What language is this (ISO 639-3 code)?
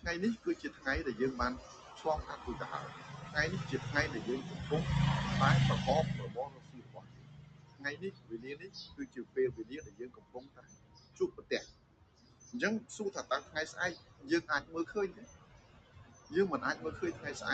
khm